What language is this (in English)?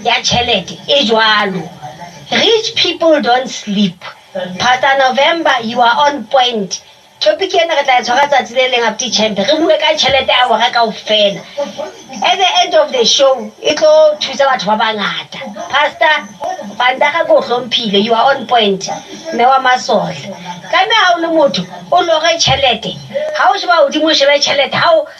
Southern Sotho